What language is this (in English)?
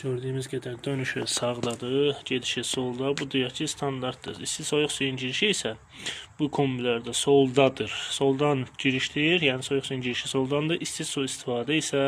Azerbaijani